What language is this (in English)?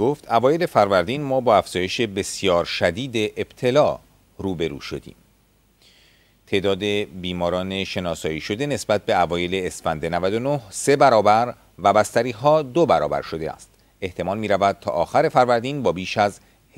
Persian